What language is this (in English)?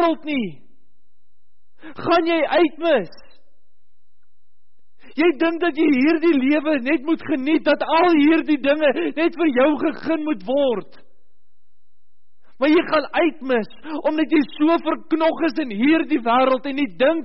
Afrikaans